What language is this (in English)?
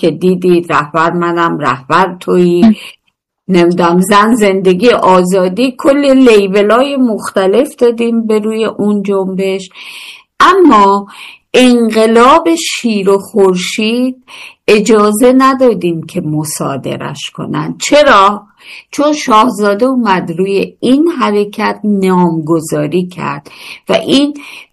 Persian